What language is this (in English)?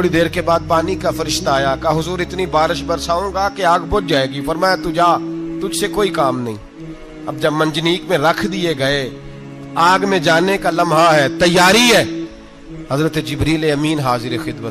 Urdu